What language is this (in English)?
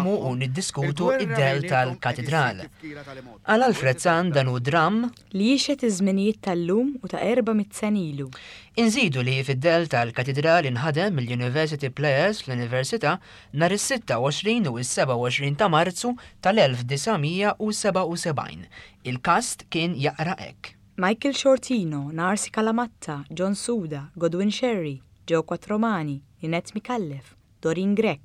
Maltese